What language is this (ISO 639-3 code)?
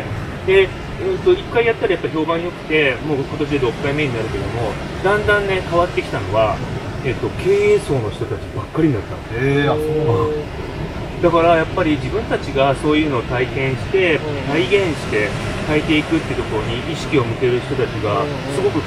jpn